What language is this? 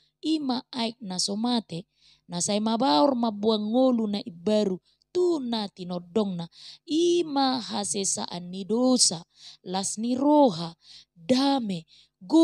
Batak Toba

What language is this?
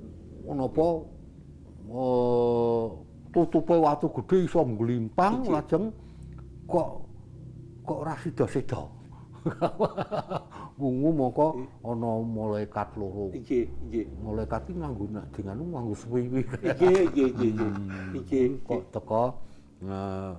Javanese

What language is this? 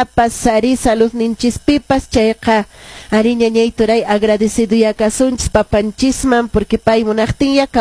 Quechua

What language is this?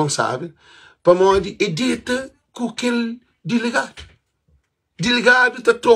Kabuverdianu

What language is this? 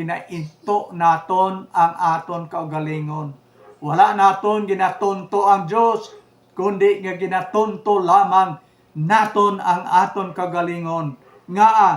Hiligaynon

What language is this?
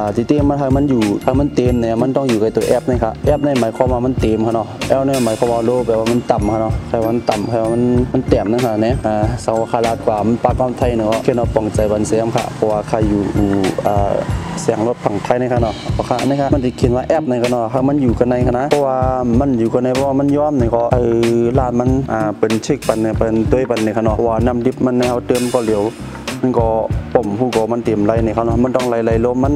Shan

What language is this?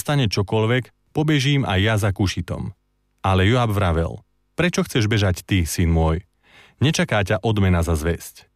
Slovak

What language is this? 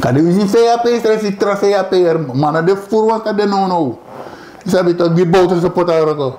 Sranan Tongo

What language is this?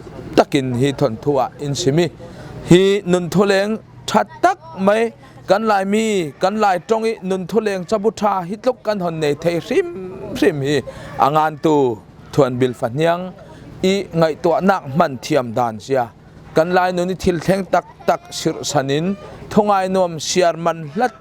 Falam Chin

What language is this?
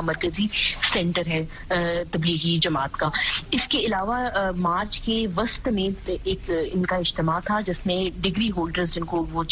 Urdu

